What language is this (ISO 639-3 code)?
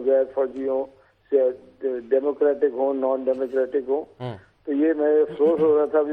urd